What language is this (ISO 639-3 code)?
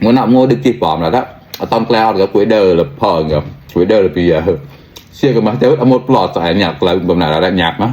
mnw